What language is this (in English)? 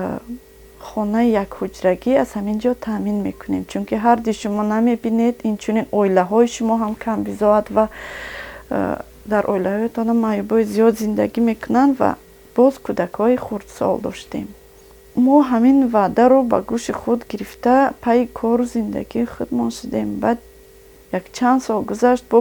Tajik